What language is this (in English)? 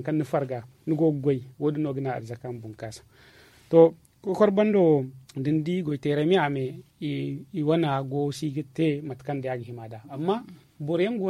Zarma